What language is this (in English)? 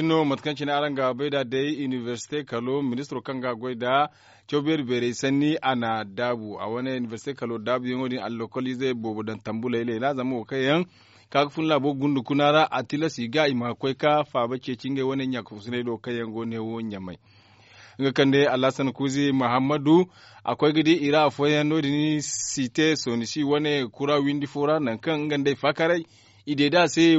Zarma